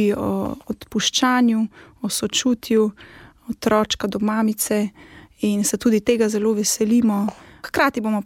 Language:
Slovenian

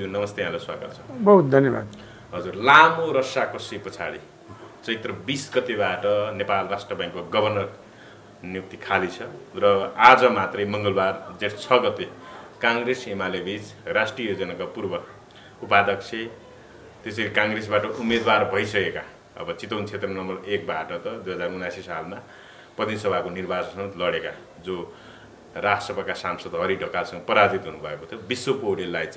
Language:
Nepali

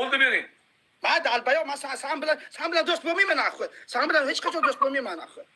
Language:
Uzbek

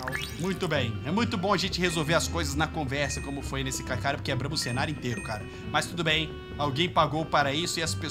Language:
Portuguese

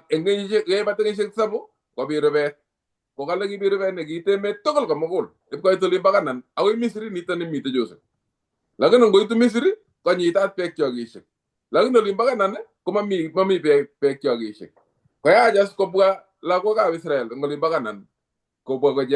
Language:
Kalenjin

